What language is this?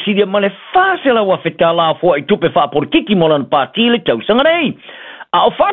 Samoan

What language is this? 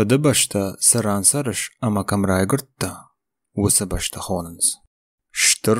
Ossetic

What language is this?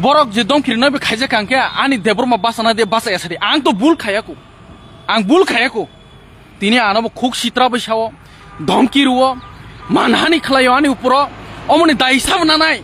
Kok Borok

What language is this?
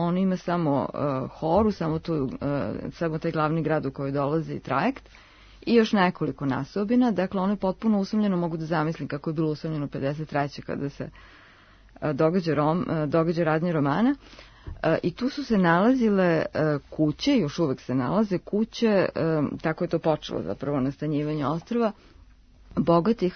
Serbian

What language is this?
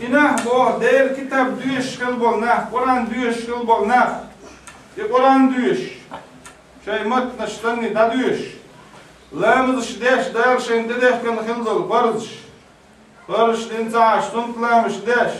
Chechen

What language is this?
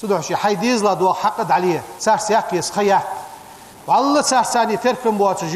Ingush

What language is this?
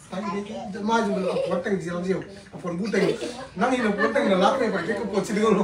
Tedim Chin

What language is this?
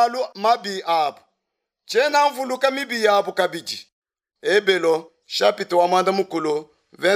Luba-Lulua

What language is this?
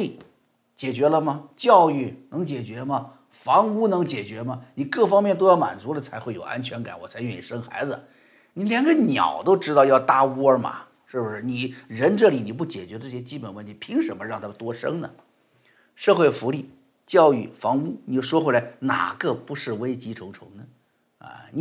Chinese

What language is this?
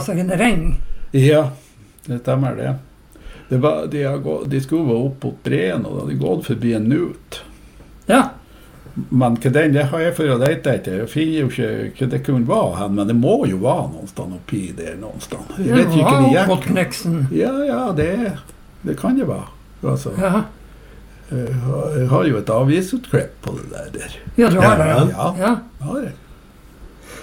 Norwegian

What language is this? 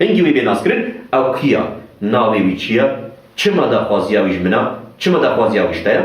Kurdish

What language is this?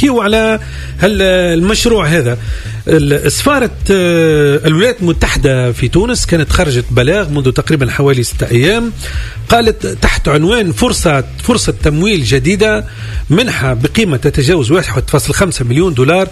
Tunisian Arabic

